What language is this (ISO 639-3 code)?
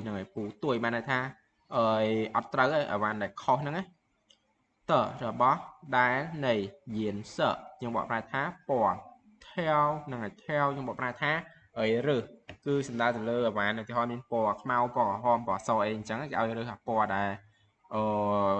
khm